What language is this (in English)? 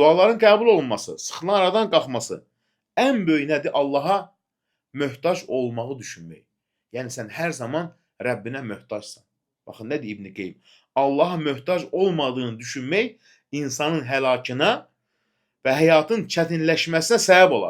Azerbaijani